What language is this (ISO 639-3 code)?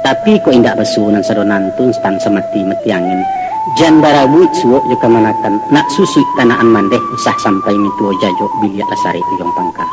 min